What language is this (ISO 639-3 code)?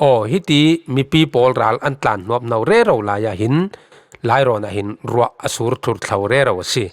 cfm